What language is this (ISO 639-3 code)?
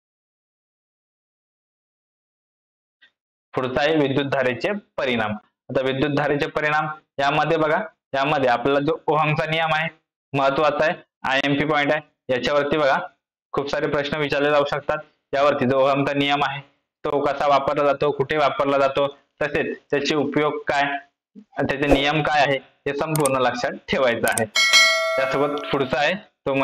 mar